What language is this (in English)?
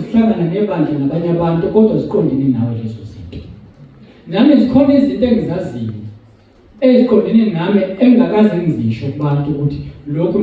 Zulu